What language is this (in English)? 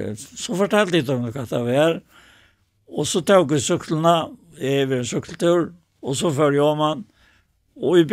Faroese